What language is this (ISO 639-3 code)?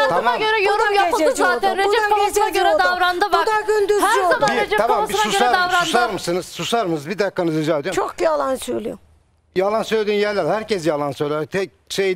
tur